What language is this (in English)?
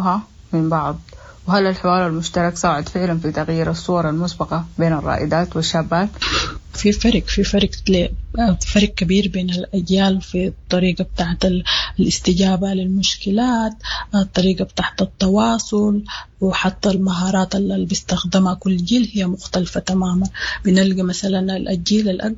Sudanese Arabic